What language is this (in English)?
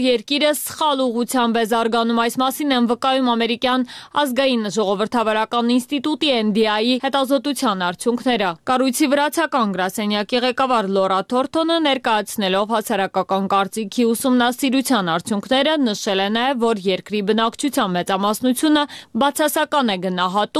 Armenian